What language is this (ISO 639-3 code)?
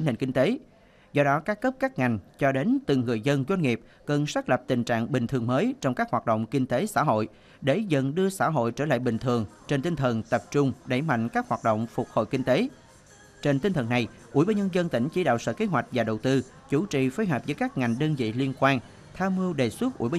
vie